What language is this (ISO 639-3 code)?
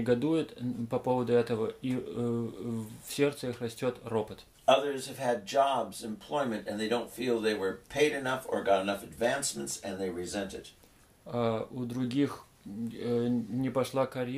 rus